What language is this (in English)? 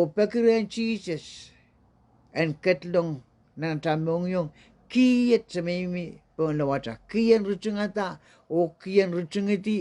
Pohnpeian